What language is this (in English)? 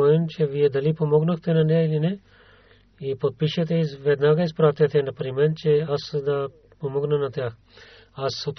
Bulgarian